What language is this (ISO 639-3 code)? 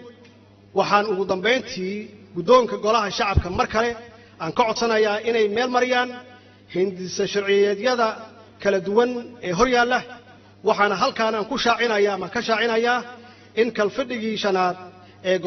som